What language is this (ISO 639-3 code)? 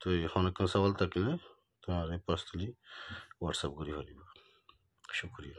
rhg